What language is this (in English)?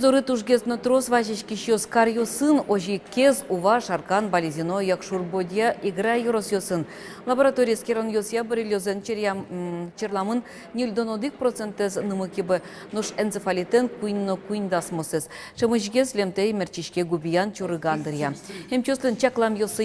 Udmurt